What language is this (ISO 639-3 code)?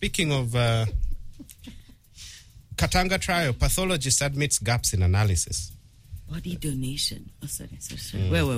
eng